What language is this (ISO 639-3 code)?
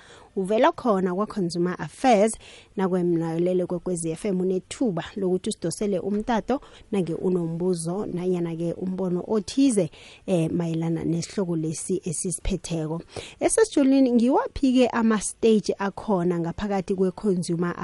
nbl